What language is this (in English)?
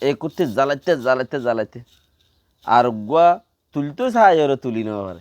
Rohingya